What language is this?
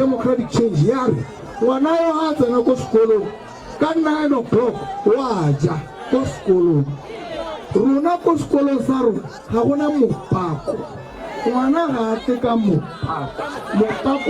Tswana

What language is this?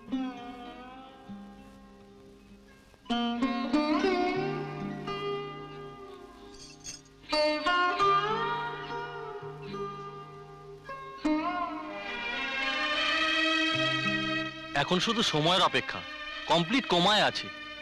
Bangla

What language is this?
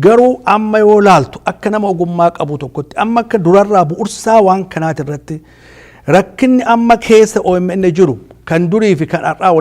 Oromo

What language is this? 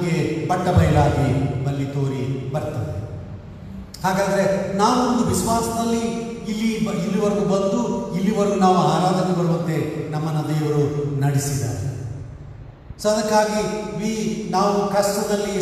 Kannada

